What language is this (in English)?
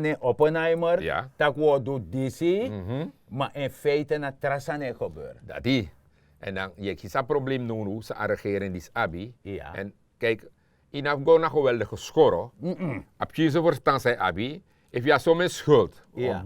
Sranan Tongo